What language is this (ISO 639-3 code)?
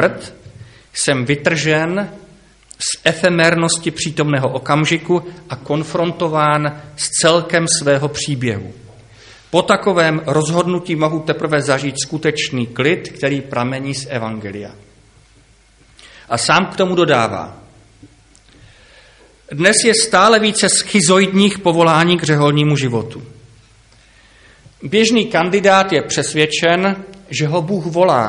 ces